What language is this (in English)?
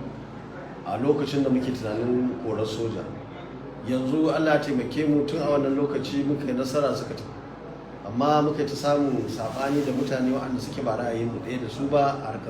Hausa